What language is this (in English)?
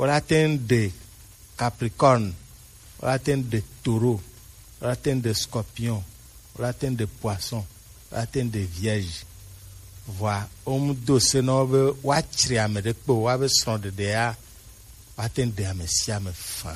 Gen